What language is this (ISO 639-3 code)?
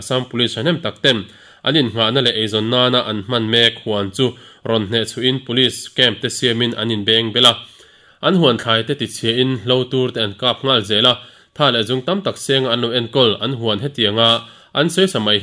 lus